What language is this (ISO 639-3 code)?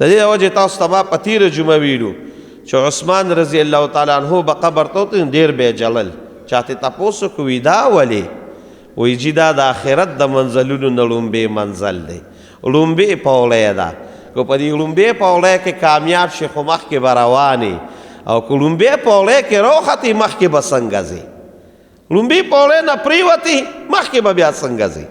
pus